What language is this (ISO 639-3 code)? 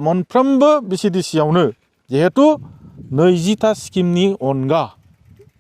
brx